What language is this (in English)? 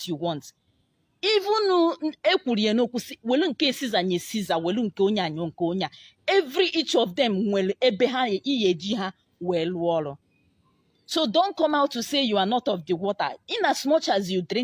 Igbo